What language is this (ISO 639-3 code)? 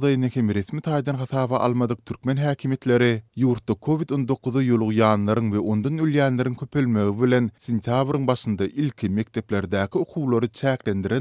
tuk